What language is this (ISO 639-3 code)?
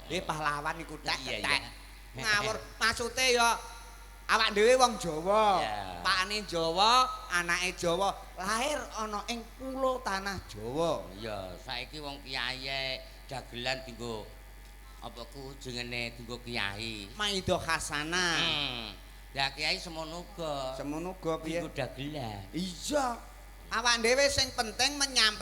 jav